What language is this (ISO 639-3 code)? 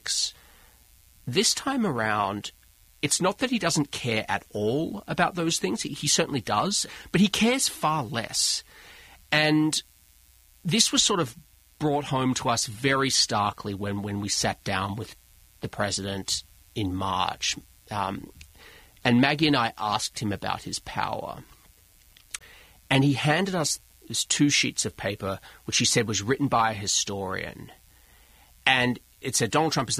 eng